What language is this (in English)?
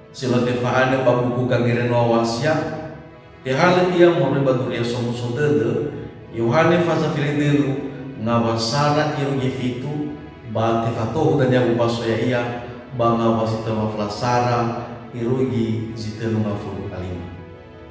Nias